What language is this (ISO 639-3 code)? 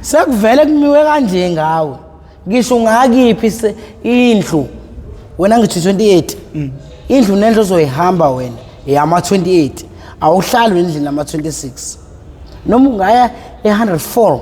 zul